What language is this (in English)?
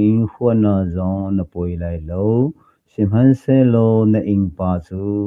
Hakha Chin